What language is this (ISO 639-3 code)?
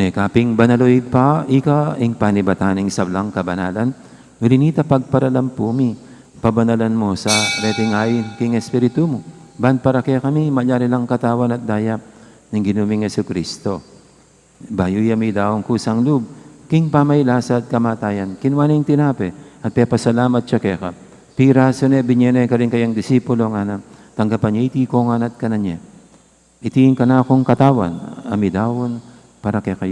pam